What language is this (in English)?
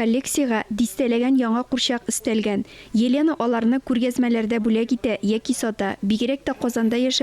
Tatar